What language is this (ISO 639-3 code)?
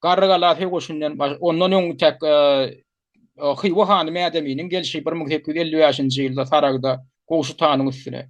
tuk